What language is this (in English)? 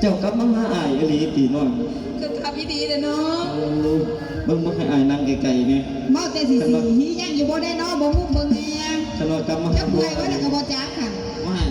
Northeastern Thai